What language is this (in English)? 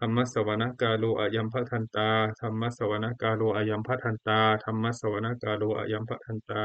Pali